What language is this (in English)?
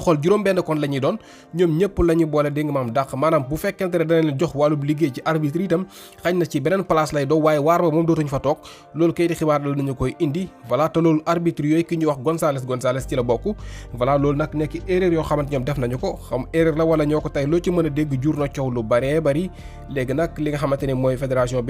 Wolof